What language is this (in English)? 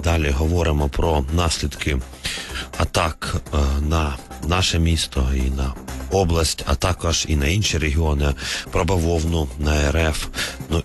Ukrainian